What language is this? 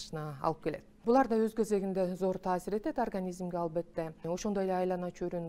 Kyrgyz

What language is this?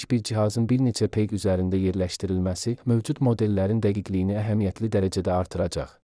Azerbaijani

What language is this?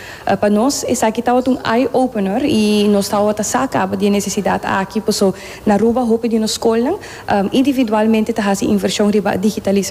Papiamento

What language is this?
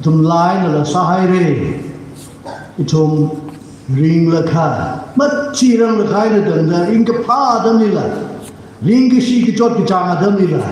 Tangkhul Naga (India)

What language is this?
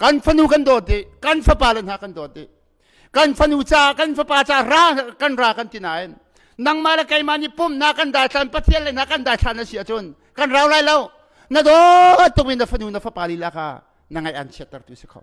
Hakha Chin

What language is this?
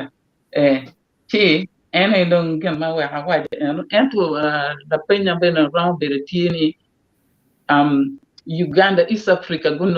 Acoli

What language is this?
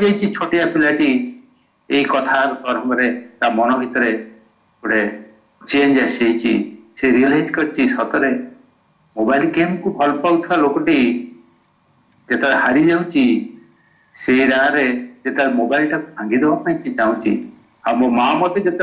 Odia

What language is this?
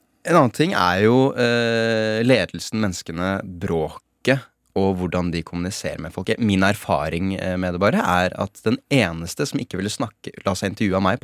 Norwegian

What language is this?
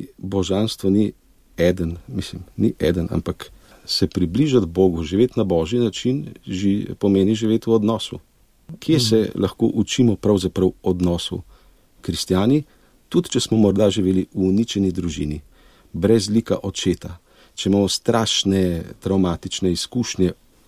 Slovenian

